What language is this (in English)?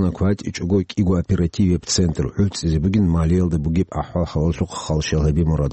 Avaric